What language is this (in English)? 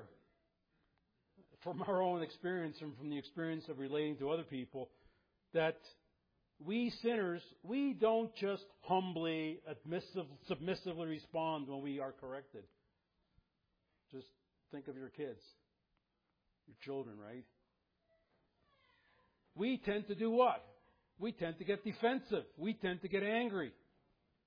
English